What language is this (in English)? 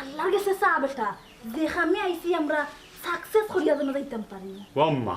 Sylheti